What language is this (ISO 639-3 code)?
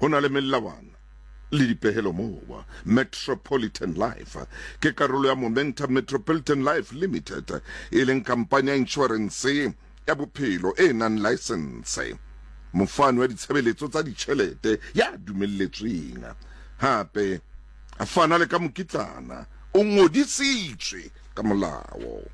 sot